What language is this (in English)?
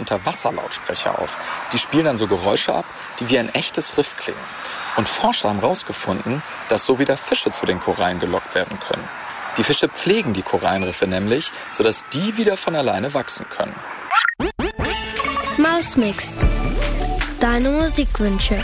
German